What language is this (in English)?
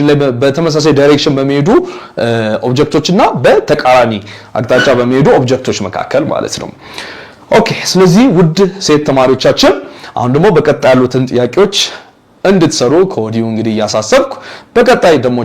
Amharic